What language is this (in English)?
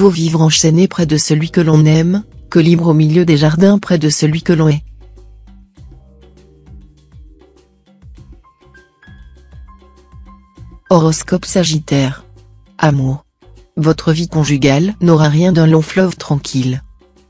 French